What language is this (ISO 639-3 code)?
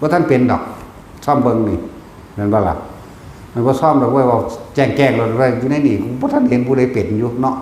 tts